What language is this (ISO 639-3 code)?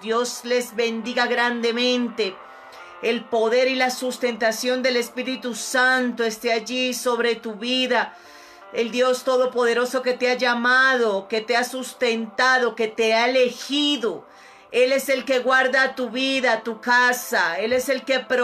spa